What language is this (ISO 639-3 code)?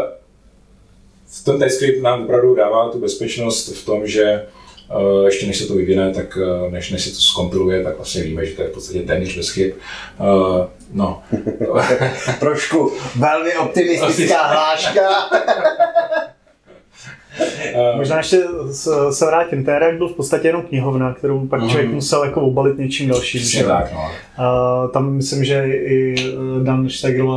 ces